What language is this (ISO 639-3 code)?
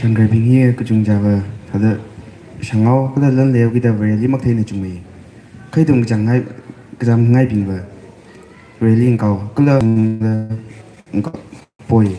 nmf